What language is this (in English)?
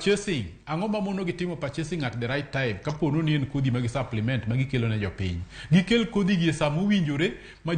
Luo (Kenya and Tanzania)